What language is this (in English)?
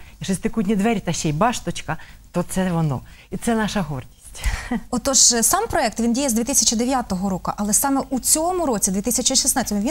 Ukrainian